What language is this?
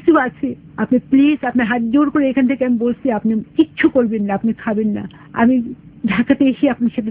Bangla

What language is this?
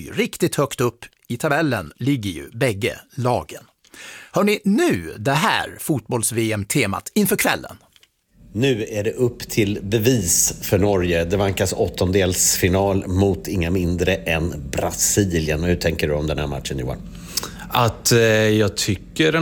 Swedish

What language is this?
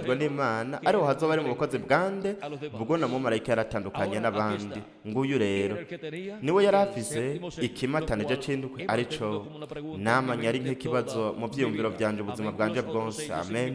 Rundi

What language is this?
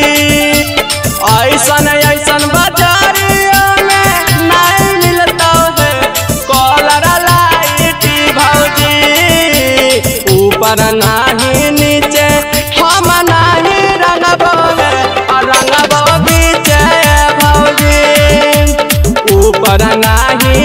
Bhojpuri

